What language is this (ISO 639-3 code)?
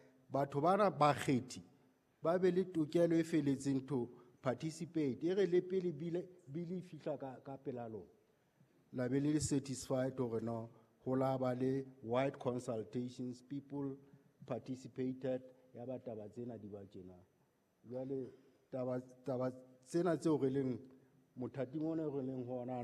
sot